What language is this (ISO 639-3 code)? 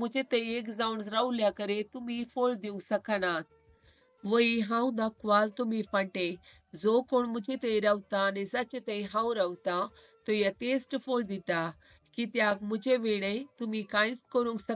kok